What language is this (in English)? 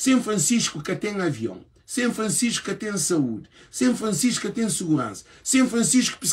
Kabuverdianu